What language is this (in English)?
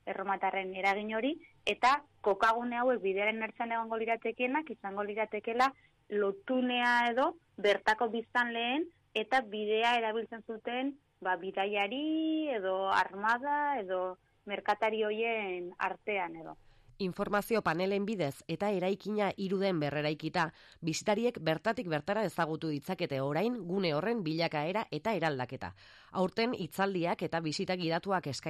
Basque